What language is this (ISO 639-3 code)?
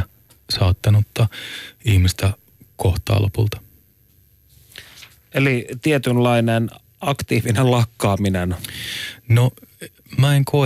fin